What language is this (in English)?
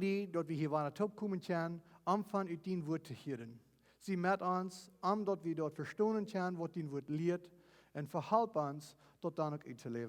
Plautdietsch